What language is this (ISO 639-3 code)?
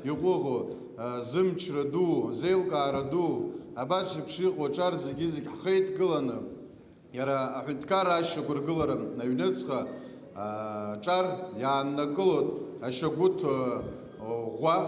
abk